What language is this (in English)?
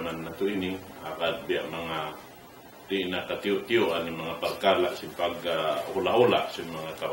Tausug